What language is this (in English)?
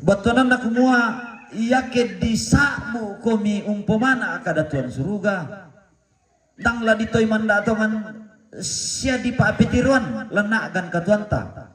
Toraja-Sa'dan